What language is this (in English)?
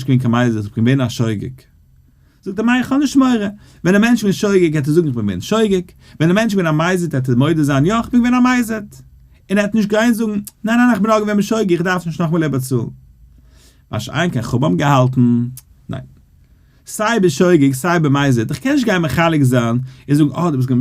Yiddish